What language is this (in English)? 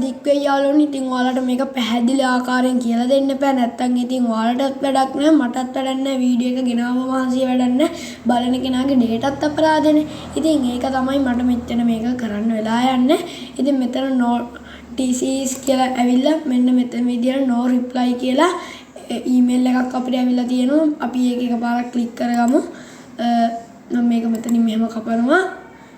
Sinhala